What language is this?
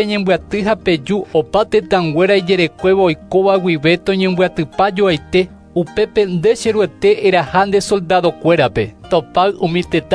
Guarani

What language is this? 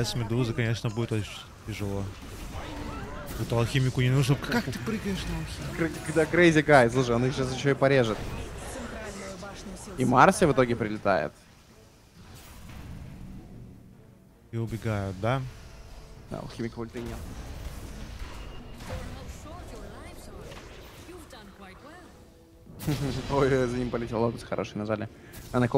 Russian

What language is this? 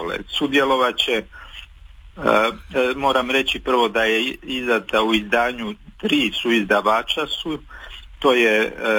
Croatian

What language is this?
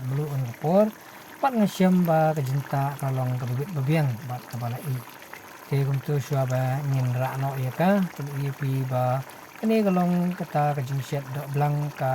Khasi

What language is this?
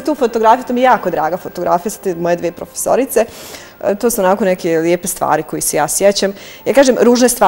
Bosnian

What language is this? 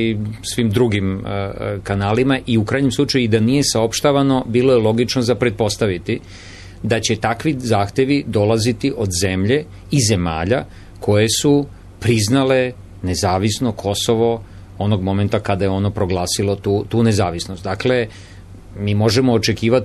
Serbian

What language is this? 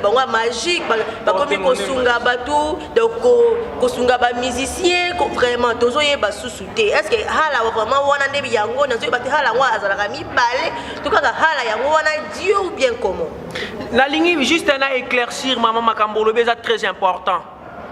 Lingala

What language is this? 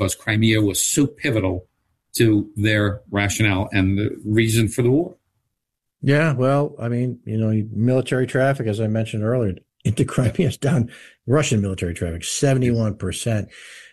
English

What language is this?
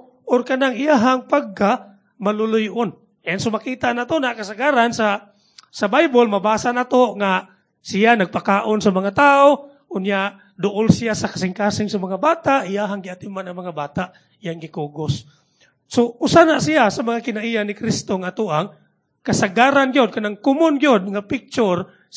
Cebuano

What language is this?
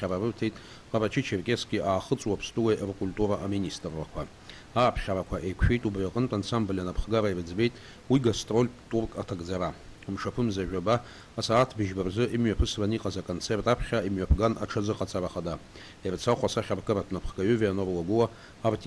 Abkhazian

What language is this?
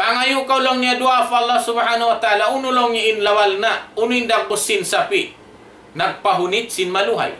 Tausug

